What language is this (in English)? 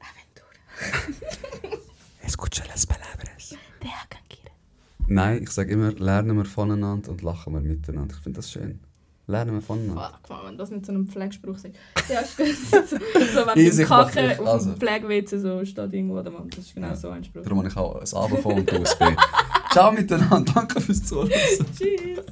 Swiss German